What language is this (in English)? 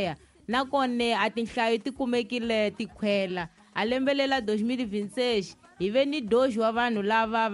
Tsonga